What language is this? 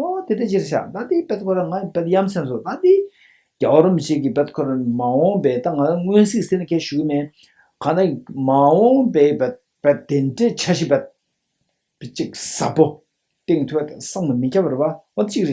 Tibetan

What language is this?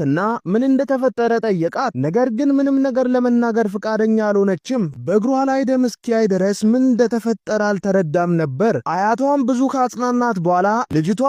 Amharic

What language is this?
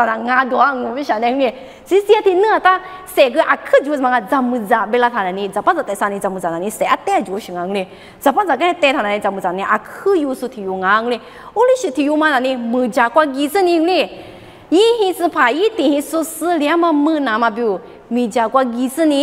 Lisu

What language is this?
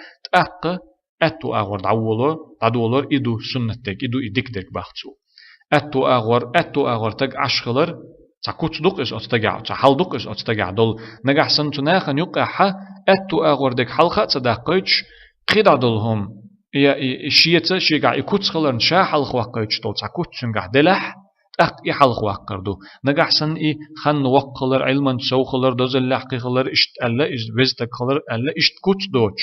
Chechen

